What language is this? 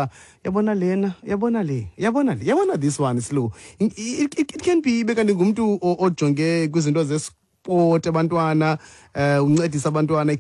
Xhosa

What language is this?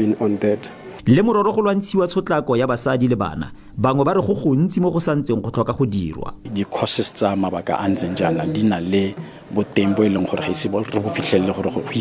Tswana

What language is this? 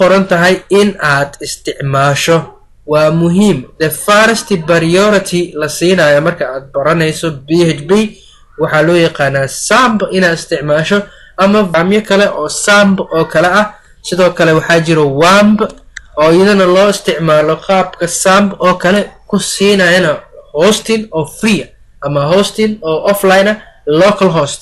Somali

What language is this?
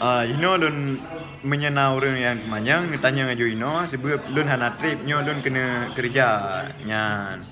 Achinese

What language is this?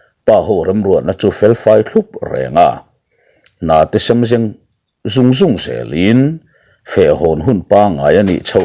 Mizo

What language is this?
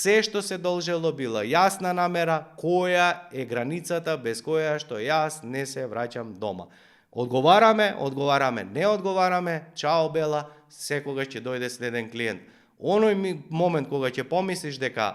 Macedonian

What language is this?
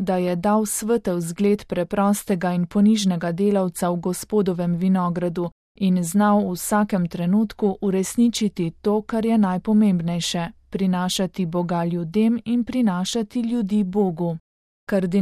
Slovenian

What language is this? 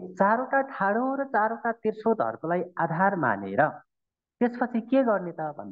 Nepali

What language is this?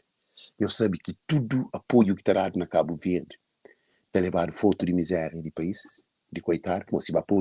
Kabuverdianu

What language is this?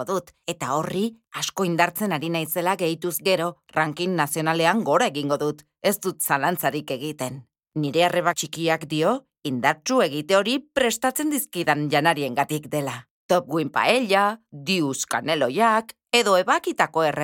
Basque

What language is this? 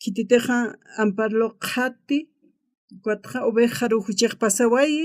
Aymara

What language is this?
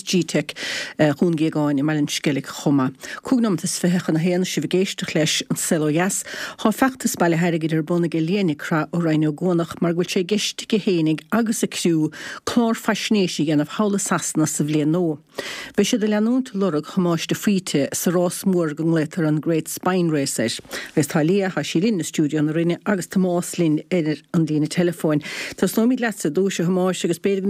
Irish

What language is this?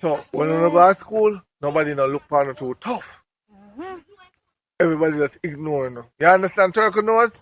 Jamaican Creole English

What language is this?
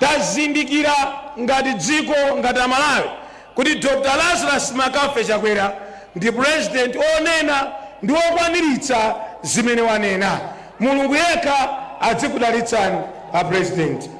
Nyanja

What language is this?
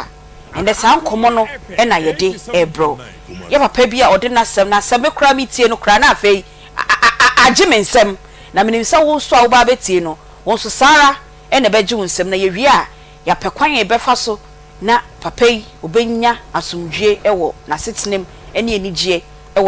Akan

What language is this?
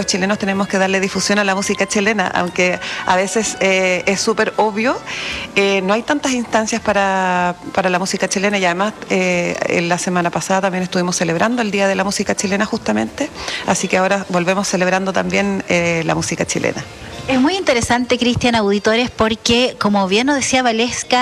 Spanish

